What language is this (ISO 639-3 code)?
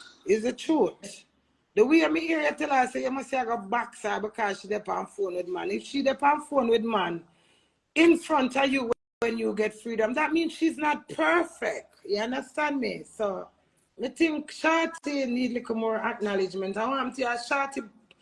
jam